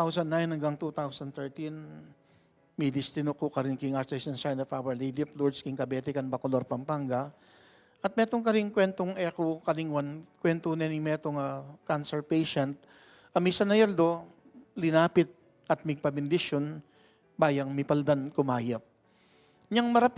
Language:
Pampanga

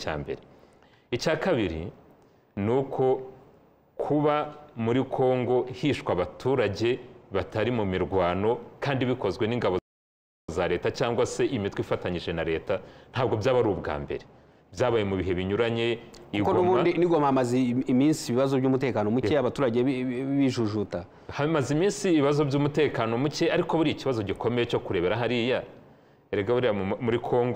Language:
Kinyarwanda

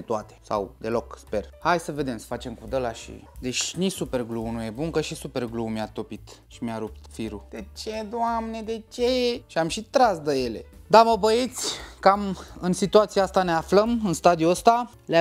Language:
Romanian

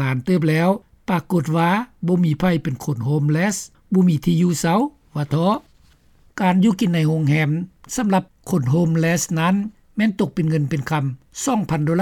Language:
Lao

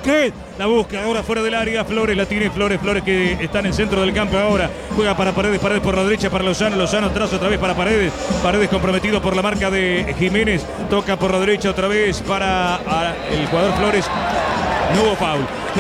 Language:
Spanish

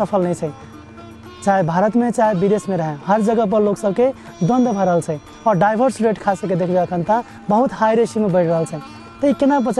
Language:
Maithili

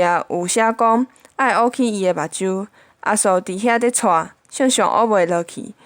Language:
Min Nan Chinese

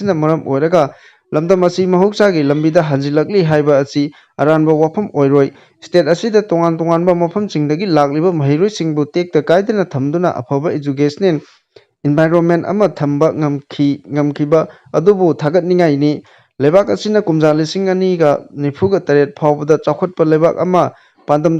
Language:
Manipuri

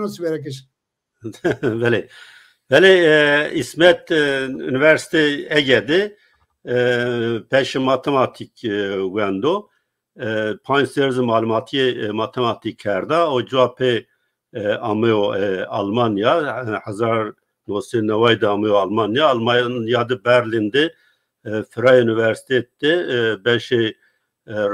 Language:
Zaza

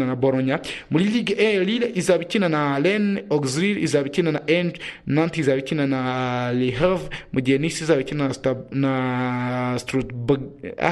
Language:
Kinyarwanda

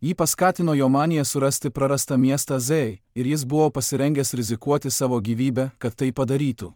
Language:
Lithuanian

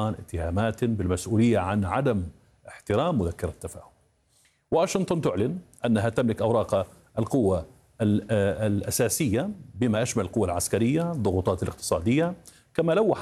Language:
Arabic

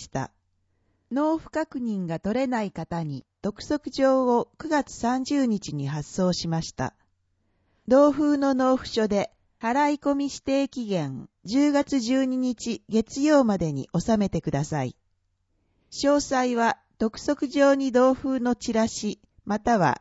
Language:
Japanese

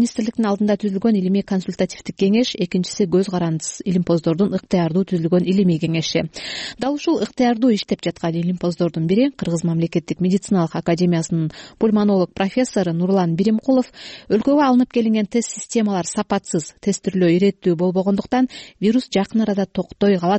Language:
Kyrgyz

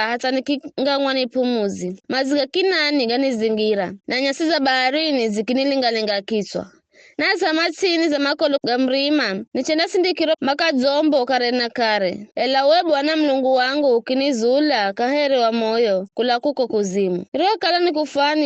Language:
Giryama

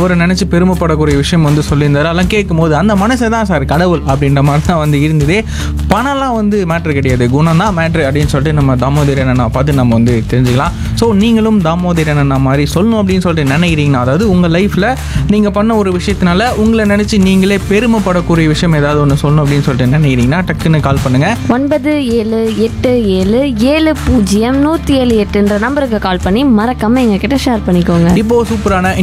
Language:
Tamil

